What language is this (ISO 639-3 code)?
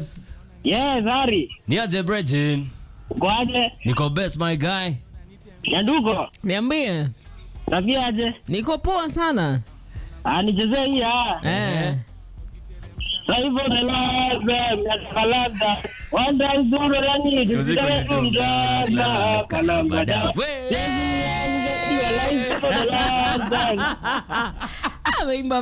swa